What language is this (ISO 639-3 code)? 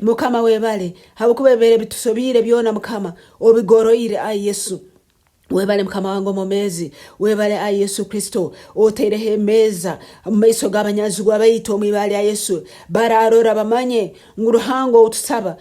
nyn